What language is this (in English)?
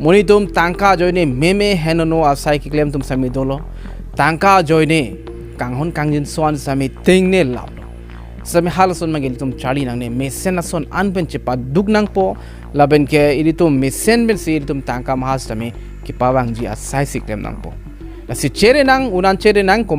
Karbi